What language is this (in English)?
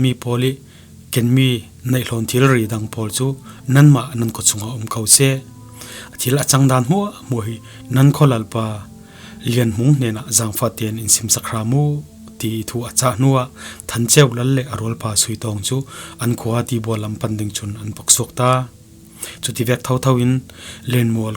Falam Chin